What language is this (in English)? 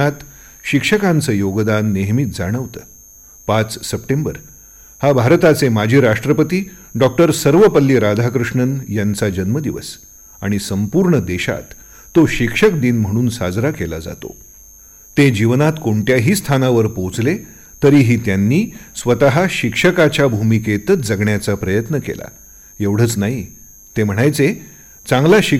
Marathi